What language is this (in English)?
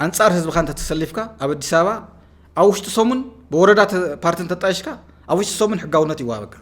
Tigrinya